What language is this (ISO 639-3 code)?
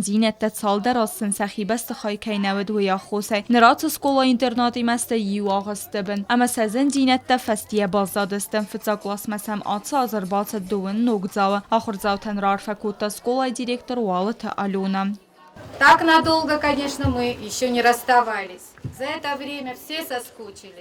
oss